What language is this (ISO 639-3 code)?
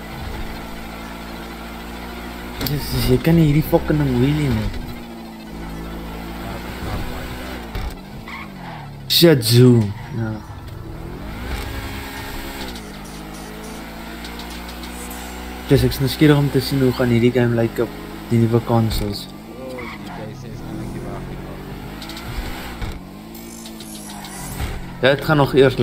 afr